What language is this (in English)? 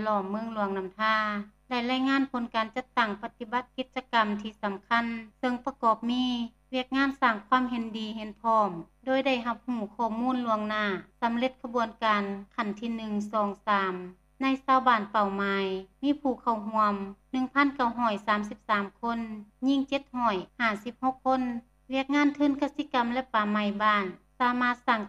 Lao